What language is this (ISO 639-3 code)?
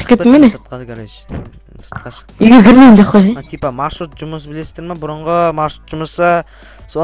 kaz